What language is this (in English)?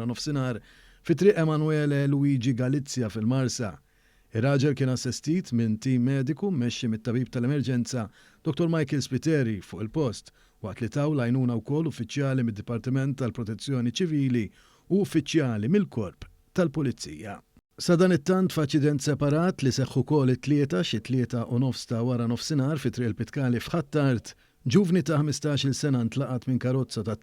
Maltese